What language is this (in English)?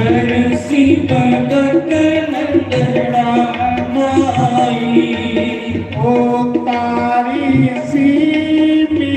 Dogri